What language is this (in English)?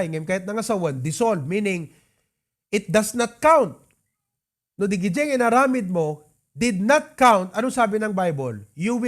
Iloko